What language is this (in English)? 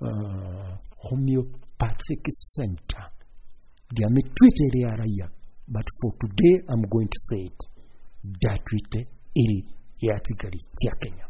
Kikuyu